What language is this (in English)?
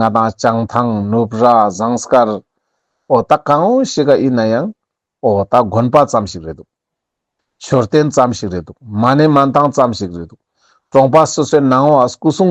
Ladakhi